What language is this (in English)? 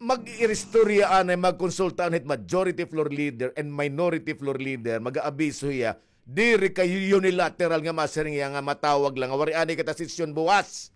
Waray